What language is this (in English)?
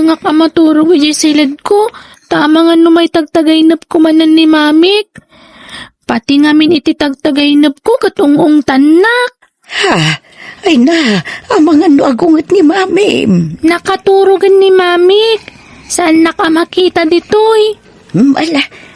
Iloko